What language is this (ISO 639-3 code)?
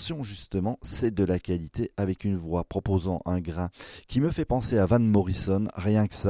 fra